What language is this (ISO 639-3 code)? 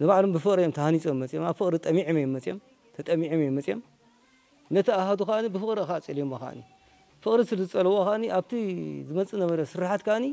tir